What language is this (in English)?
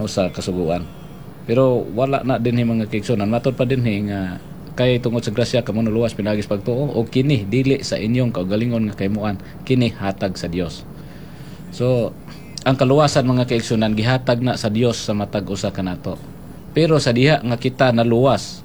Cebuano